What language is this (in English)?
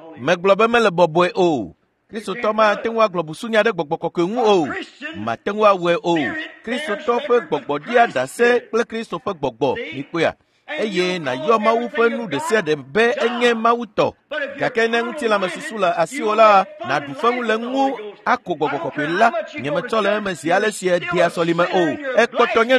Ewe